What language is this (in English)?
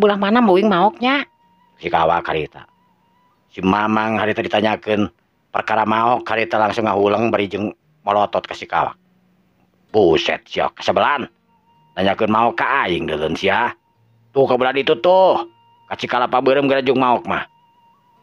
Sundanese